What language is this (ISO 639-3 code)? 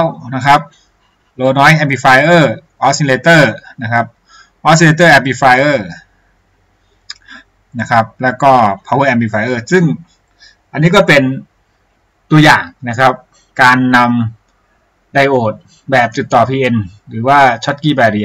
tha